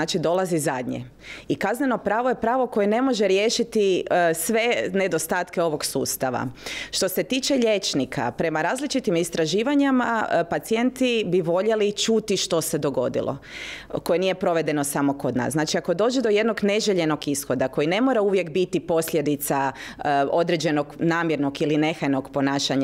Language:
Croatian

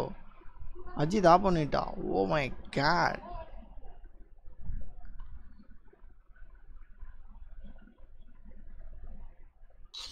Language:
Tamil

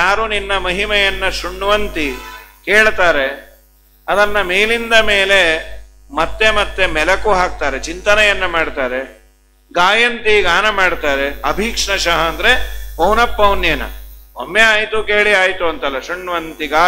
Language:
Kannada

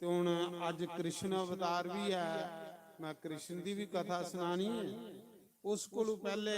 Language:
Dogri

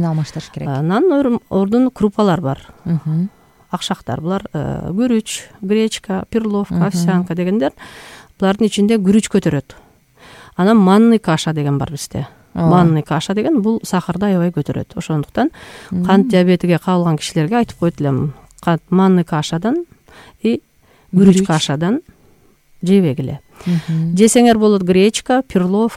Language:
Kyrgyz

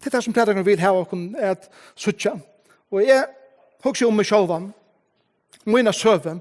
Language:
Faroese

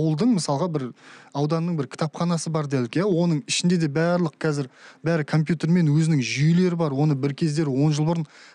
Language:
Kazakh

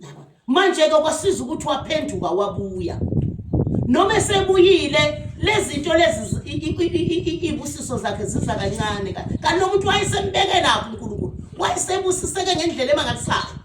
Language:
Zulu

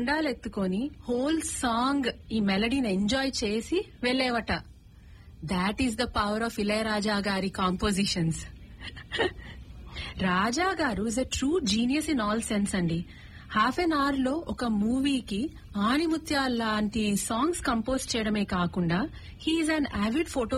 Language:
Telugu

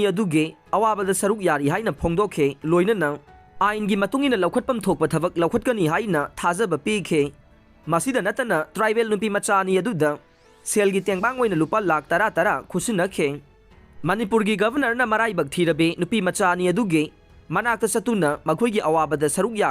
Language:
Manipuri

